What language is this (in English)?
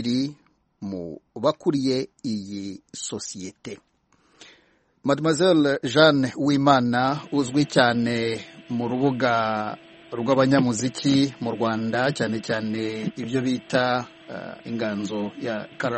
Kinyarwanda